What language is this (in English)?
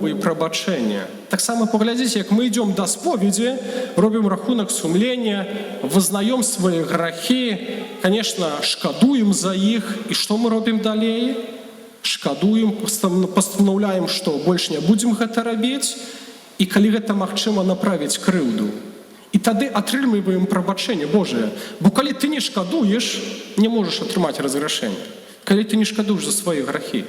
Belarusian